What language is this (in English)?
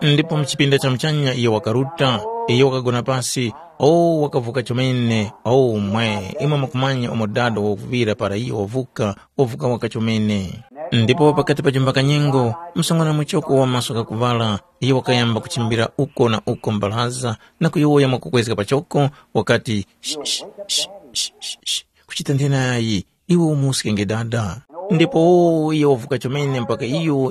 Tumbuka